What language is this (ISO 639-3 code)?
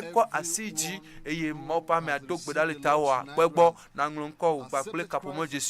ewe